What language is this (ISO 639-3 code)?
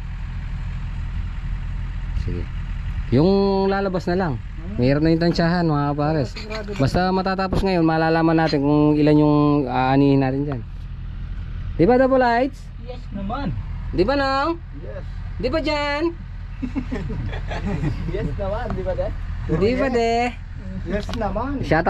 fil